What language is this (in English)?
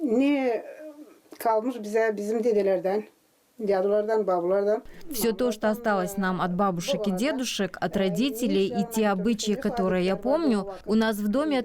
Gagauz